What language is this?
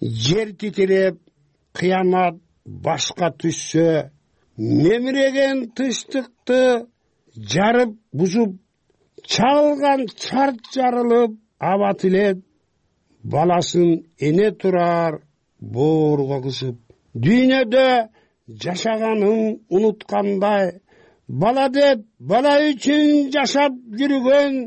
Kyrgyz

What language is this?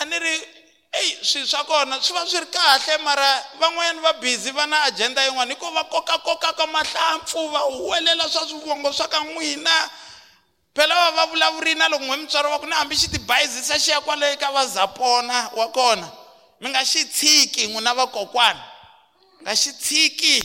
Tsonga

